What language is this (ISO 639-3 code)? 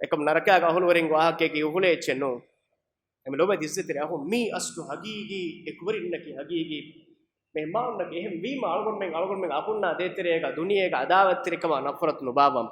div